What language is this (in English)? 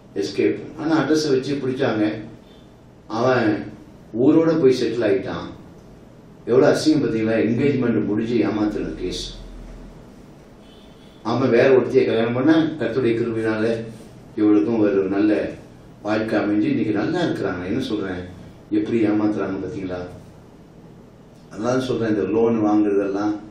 Tamil